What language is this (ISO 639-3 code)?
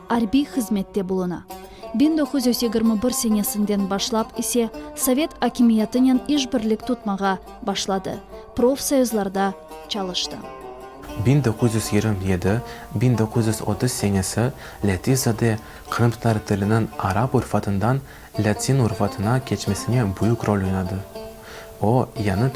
crh